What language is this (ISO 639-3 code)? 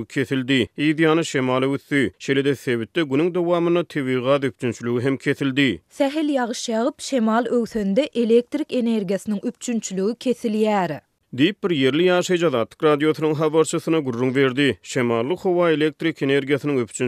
tuk